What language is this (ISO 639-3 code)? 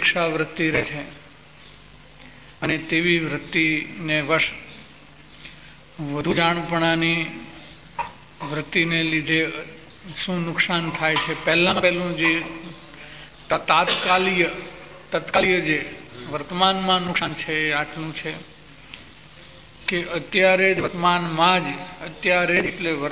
guj